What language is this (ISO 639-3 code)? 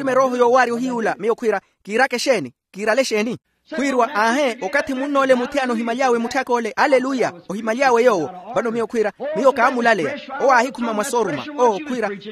vmw